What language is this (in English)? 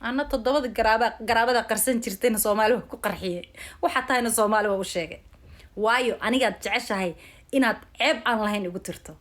Somali